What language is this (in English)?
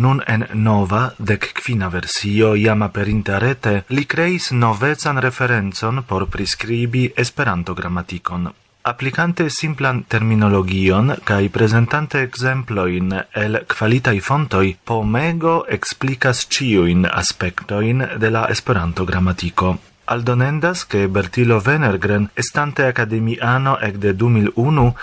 Esperanto